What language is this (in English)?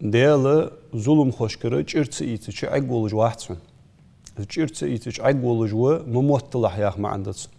Ingush